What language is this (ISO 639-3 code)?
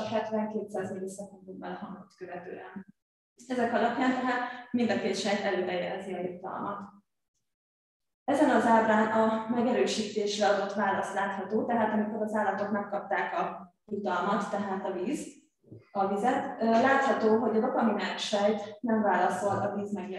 hun